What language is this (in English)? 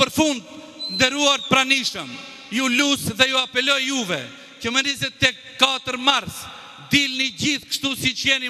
Albanian